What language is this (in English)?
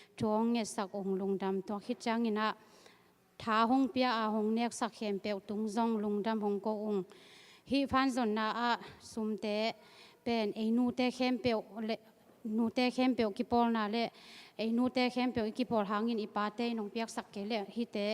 Tedim Chin